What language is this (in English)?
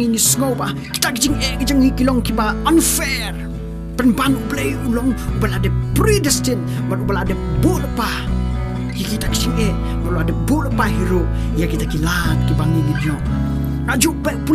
Khasi